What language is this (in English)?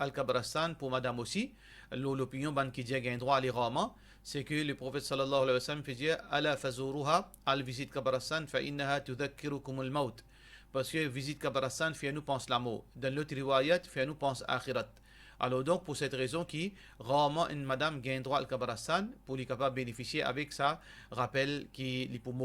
Morisyen